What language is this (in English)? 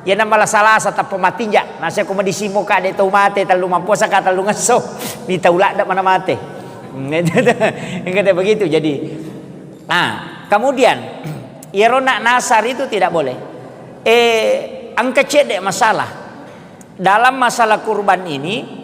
Buginese